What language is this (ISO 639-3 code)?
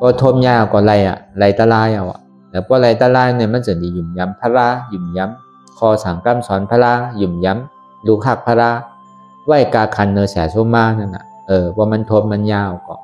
shn